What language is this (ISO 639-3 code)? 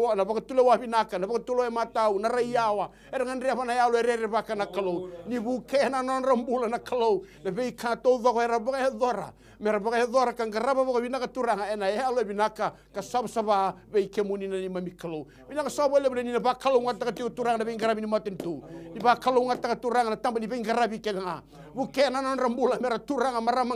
fij